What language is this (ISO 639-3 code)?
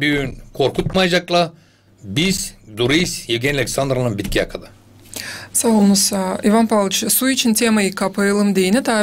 gag